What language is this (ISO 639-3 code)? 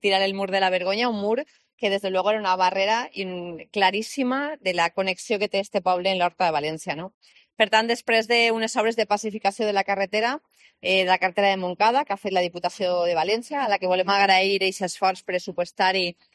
cat